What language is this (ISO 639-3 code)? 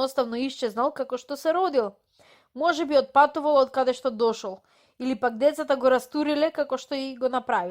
mkd